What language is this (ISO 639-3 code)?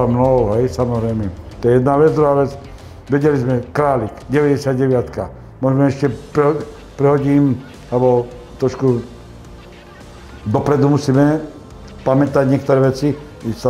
slk